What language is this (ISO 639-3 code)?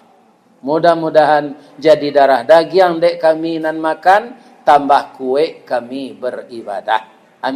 min